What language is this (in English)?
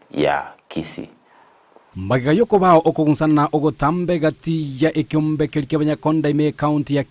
Gusii